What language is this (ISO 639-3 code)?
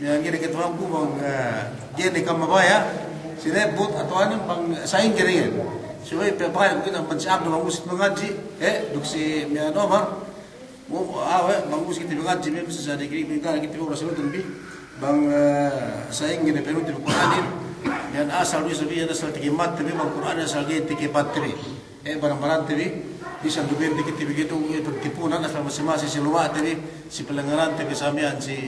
yka